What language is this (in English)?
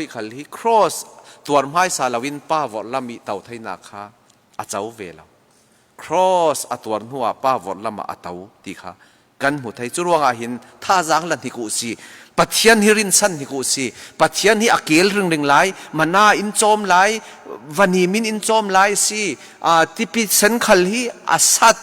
Falam Chin